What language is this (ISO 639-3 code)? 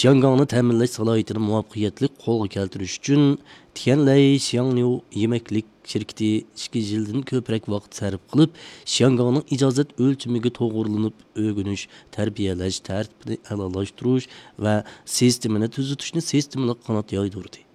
uig